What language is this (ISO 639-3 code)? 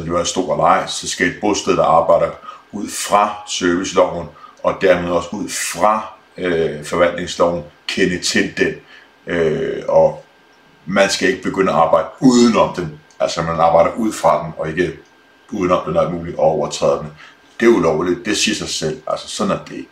dan